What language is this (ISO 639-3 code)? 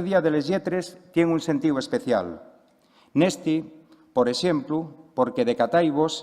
ast